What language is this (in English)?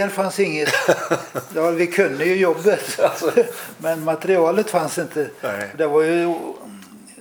Swedish